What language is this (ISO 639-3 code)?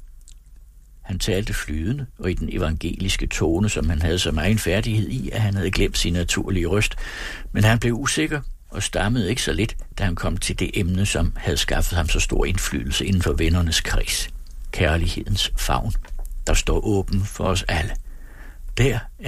dan